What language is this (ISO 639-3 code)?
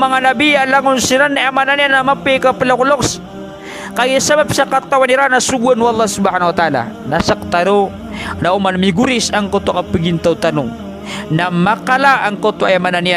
mrw